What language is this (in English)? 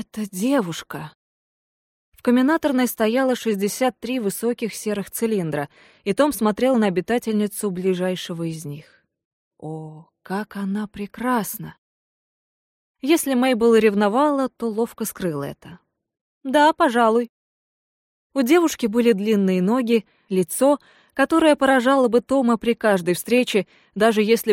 Russian